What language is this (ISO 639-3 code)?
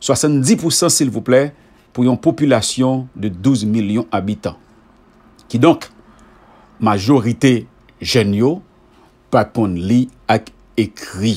hat